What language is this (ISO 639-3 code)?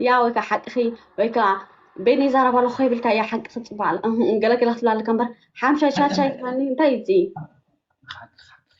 tir